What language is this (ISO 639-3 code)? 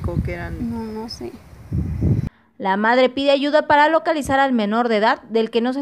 spa